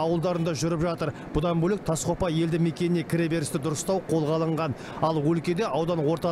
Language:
Kazakh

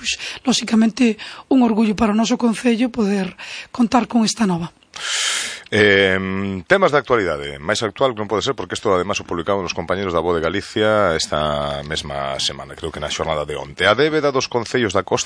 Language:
Galician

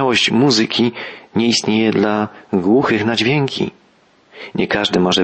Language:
Polish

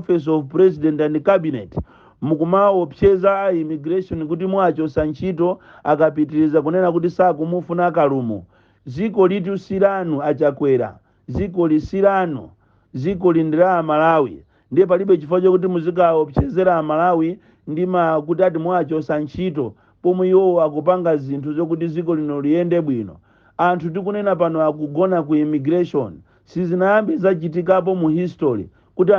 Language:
Nyanja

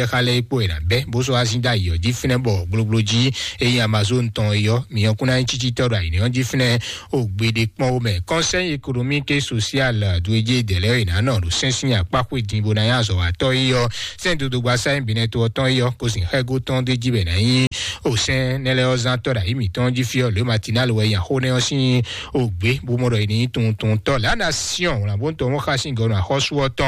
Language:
Fon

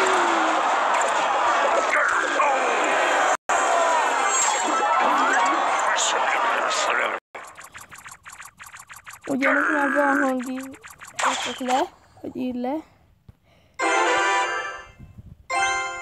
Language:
Hungarian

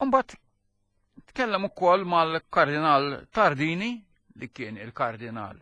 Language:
Maltese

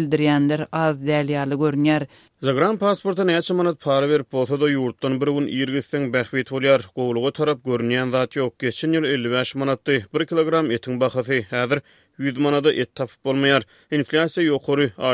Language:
Turkmen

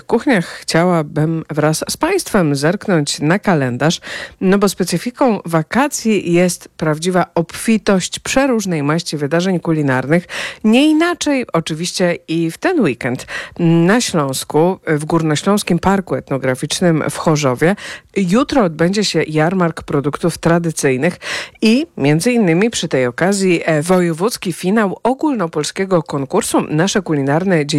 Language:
Polish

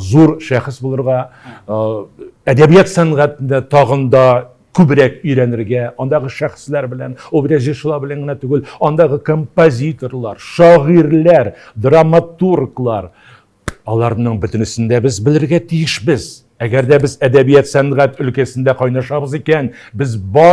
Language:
Tatar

